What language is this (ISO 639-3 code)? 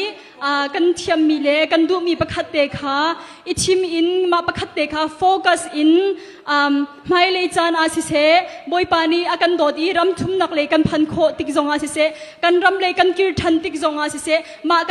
cnh